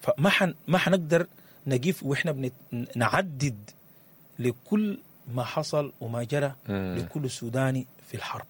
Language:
Sudanese Arabic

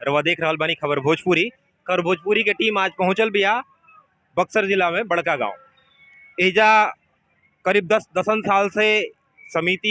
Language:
Bhojpuri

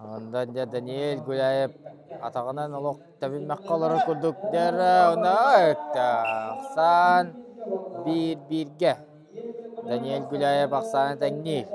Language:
Yakut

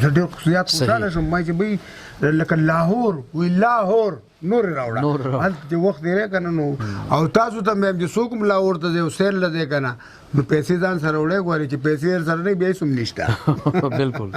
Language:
Pashto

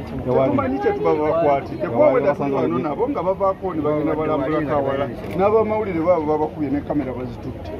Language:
Ganda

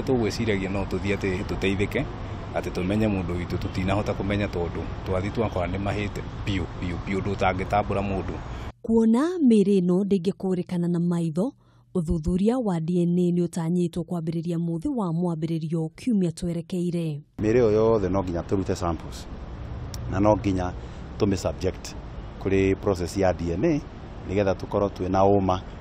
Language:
Kikuyu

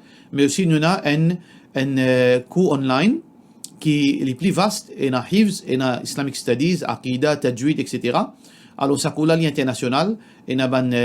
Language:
Morisyen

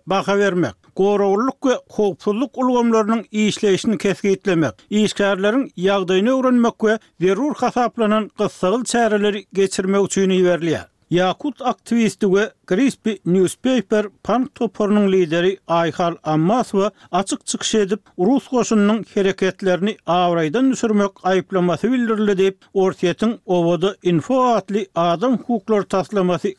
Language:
Turkmen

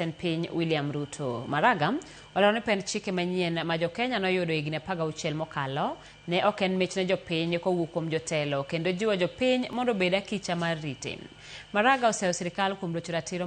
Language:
Luo (Kenya and Tanzania)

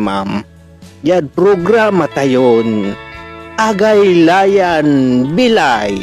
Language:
Pangasinan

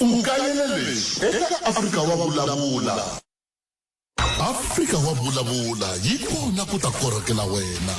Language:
Tsonga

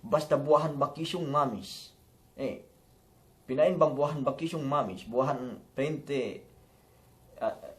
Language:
Yakan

